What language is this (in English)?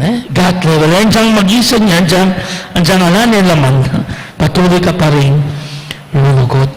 Pampanga